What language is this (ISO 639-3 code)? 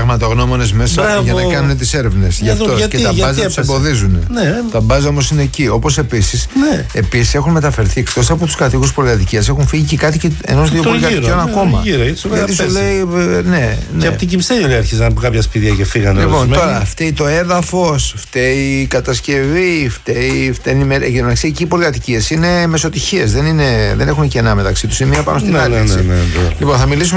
ell